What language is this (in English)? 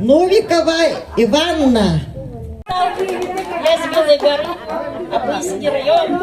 Yakut